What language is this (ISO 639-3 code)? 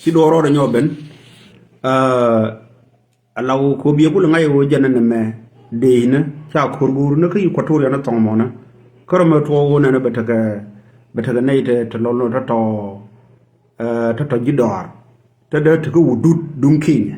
nus